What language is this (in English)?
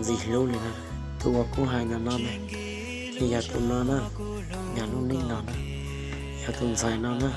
Hmong